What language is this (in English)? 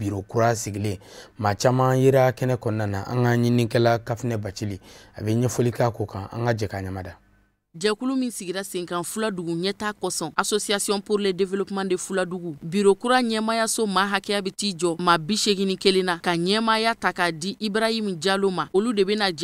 Bambara